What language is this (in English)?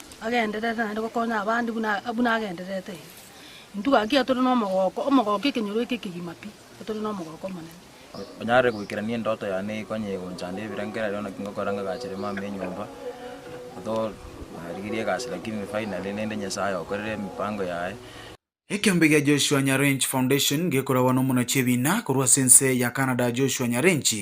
Gusii